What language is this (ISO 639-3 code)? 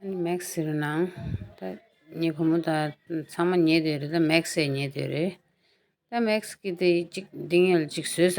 bod